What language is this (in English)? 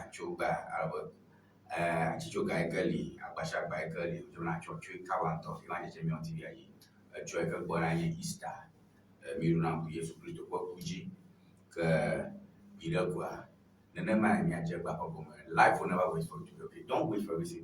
Ewe